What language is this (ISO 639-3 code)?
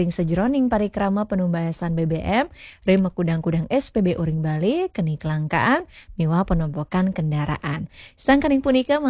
ban